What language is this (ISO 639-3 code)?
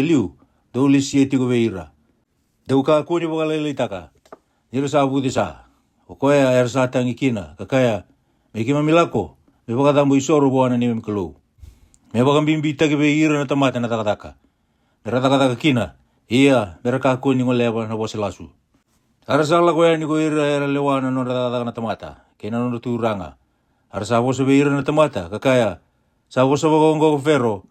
fij